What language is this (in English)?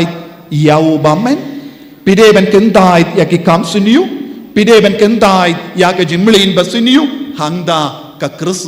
Khasi